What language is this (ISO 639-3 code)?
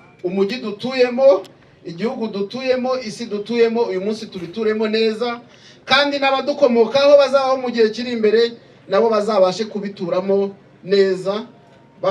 kin